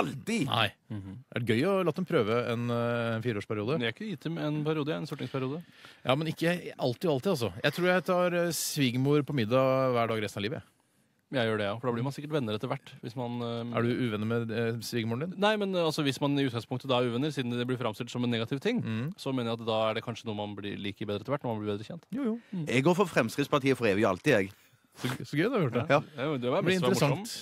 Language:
Norwegian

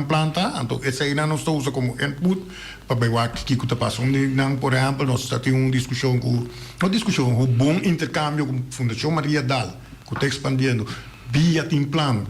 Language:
Papiamento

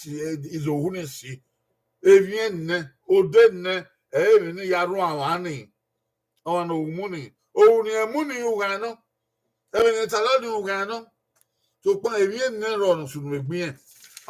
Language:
Bini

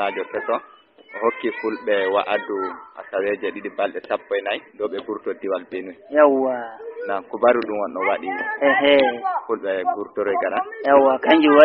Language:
Fula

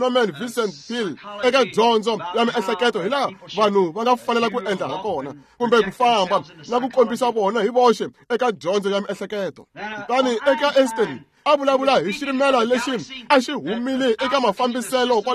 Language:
Tsonga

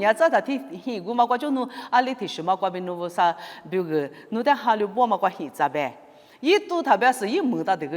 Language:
Lisu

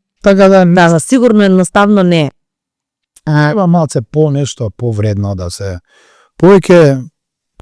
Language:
Macedonian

